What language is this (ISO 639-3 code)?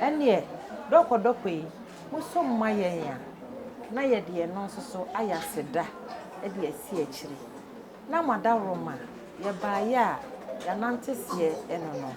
aka